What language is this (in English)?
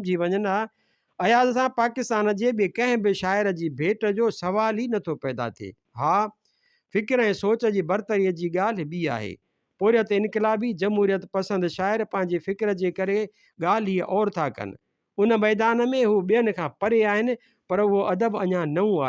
Sindhi